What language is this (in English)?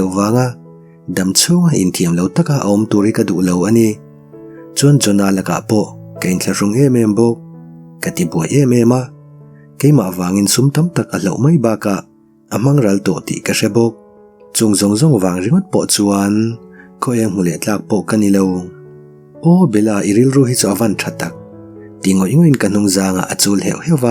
Mizo